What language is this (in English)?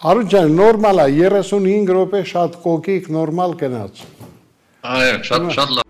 Armenian